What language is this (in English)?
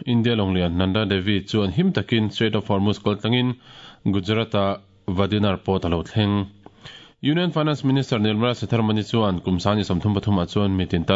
Mizo